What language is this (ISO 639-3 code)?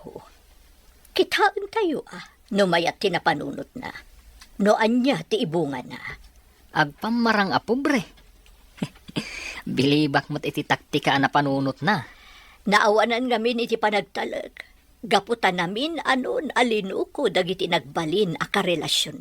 ilo